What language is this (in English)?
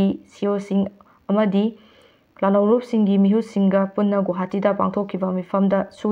Manipuri